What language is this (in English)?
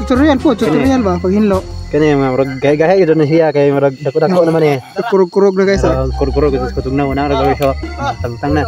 Cebuano